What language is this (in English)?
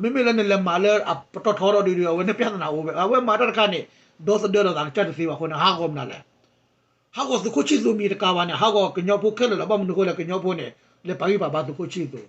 S'gaw Karen